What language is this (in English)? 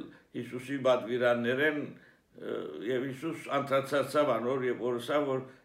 Armenian